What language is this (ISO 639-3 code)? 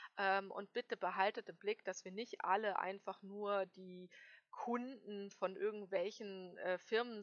deu